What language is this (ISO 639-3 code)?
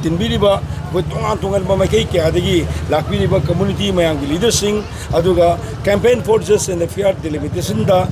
mni